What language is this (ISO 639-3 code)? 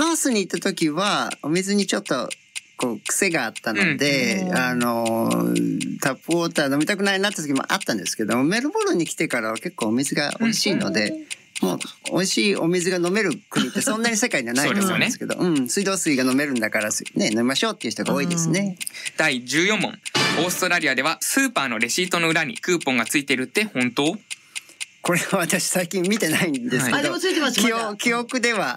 jpn